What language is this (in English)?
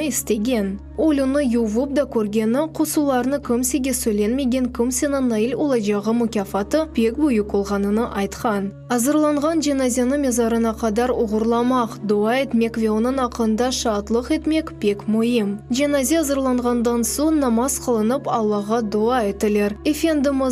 Crimean Tatar